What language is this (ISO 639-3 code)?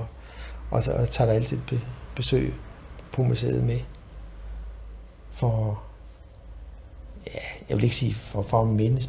dan